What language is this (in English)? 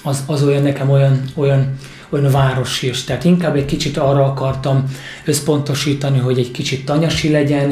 Hungarian